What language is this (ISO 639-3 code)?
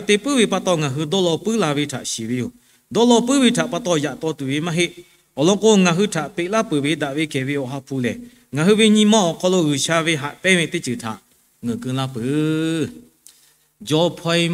lhu